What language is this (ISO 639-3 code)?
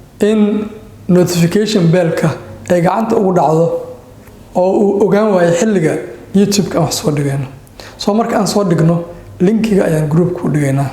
som